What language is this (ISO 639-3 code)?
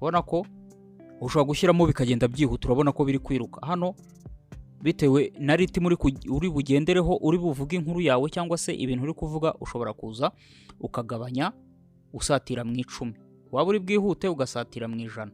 kin